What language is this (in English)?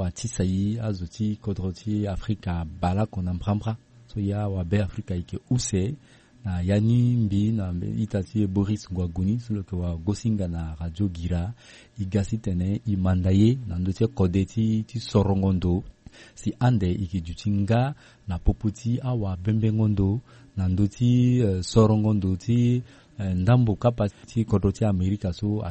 Sango